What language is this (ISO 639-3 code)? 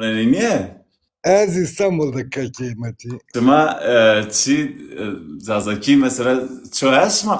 zza